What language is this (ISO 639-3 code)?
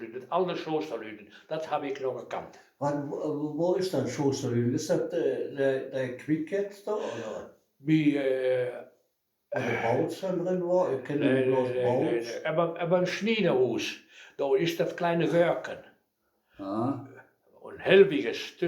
wep